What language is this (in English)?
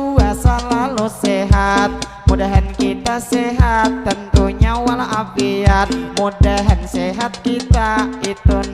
Banjar